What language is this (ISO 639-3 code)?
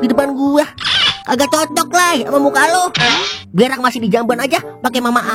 bew